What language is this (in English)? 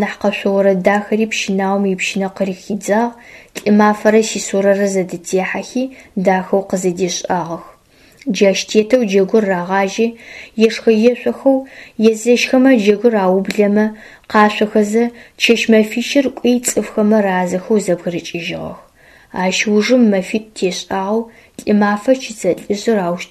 Adyghe